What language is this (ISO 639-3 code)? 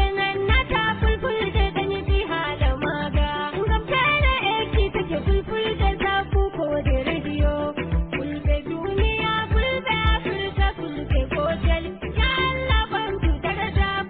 fuv